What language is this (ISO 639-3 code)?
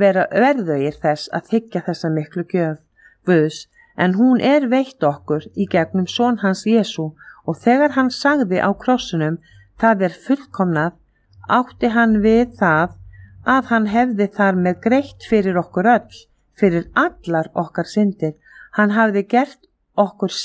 isl